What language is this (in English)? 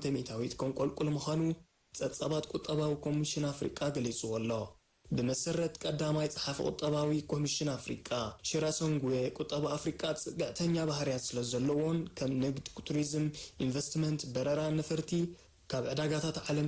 Tigrinya